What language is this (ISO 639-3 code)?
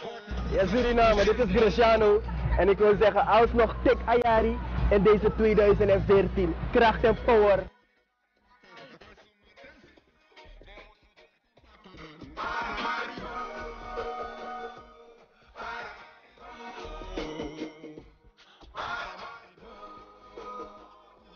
nld